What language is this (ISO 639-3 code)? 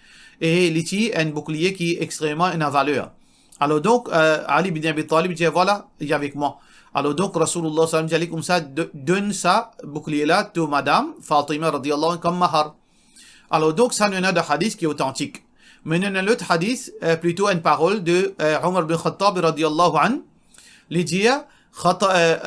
mfe